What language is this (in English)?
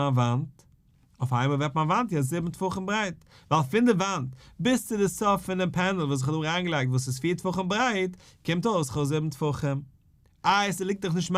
Yiddish